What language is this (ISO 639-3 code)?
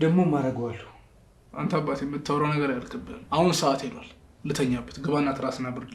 amh